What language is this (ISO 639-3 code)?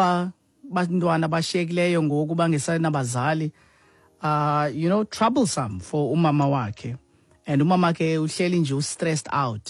xho